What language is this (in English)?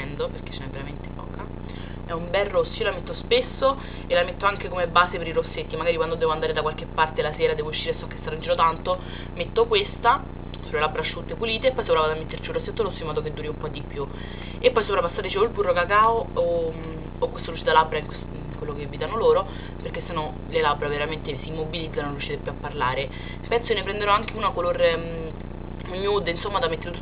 Italian